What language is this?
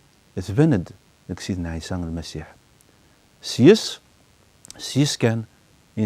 Kabyle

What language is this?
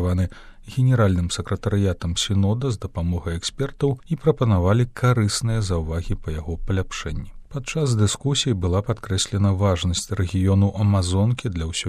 Belarusian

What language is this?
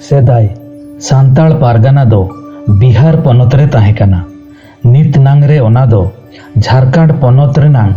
Santali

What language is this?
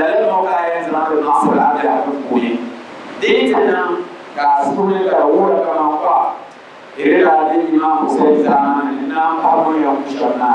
Dagbani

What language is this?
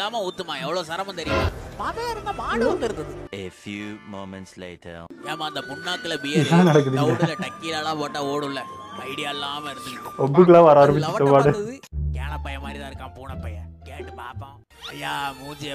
Tamil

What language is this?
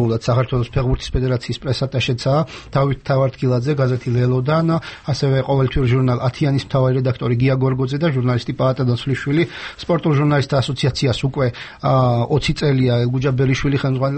Georgian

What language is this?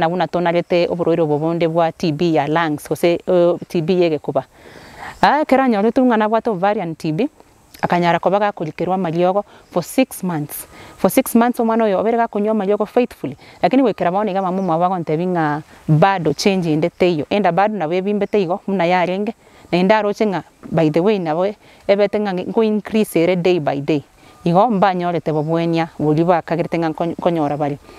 Gusii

